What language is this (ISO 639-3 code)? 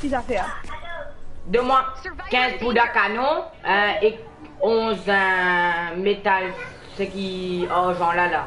mfe